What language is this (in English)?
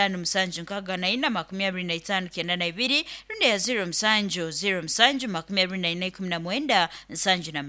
Nyoro